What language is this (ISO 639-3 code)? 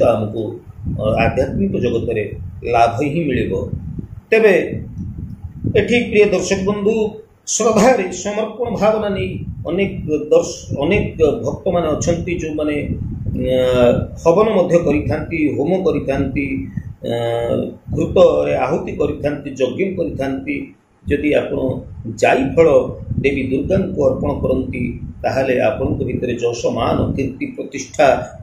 ori